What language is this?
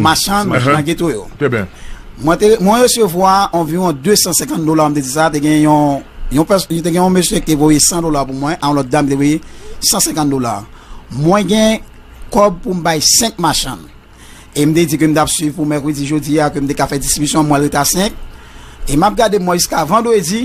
Haitian Creole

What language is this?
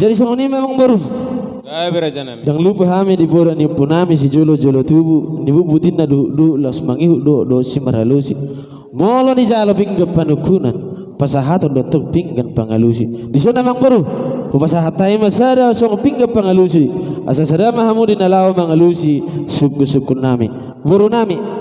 Batak Toba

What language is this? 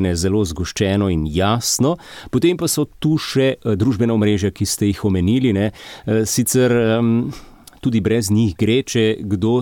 Slovenian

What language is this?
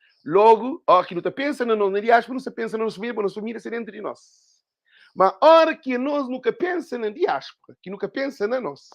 Kabuverdianu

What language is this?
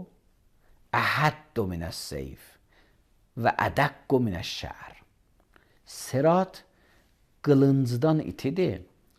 Azerbaijani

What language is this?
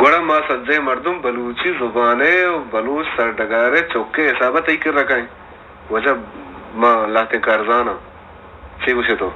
Baluchi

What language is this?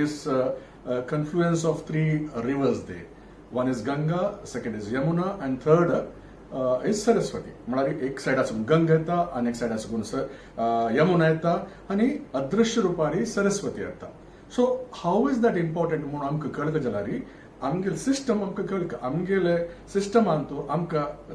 Konkani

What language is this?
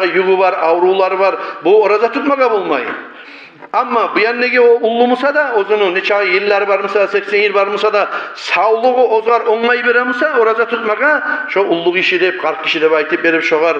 Kumyk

